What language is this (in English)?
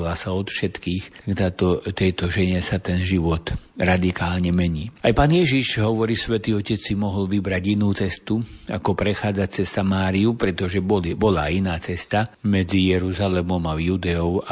Slovak